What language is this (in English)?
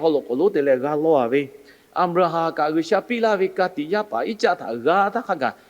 Lahu